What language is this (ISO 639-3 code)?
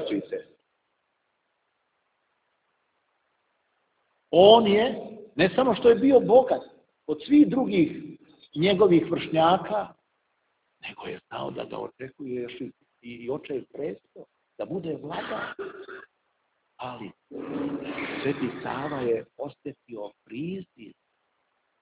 srp